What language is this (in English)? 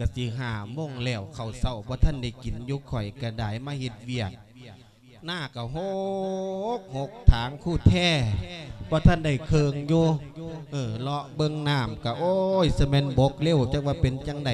Lao